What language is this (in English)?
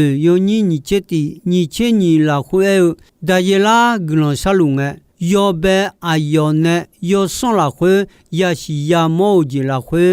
Akha